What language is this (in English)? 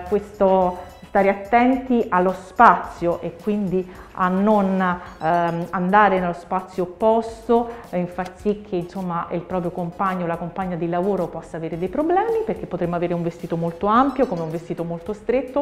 Italian